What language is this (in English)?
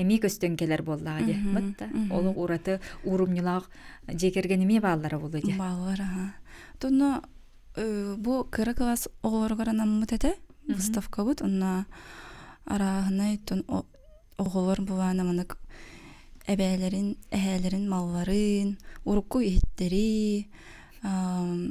Yakut